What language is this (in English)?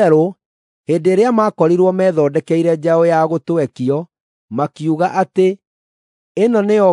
Kikuyu